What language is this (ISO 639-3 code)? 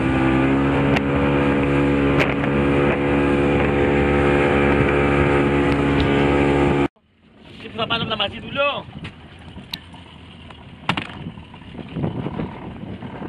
ell